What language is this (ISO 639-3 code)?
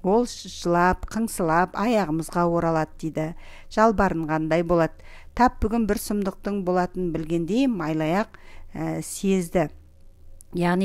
kaz